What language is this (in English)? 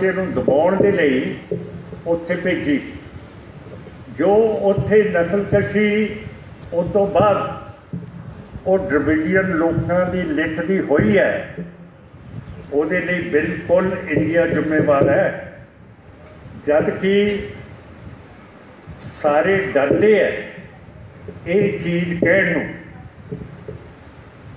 Punjabi